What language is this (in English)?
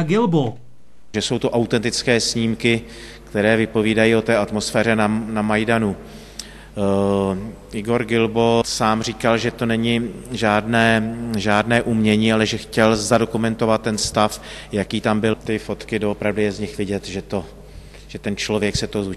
Czech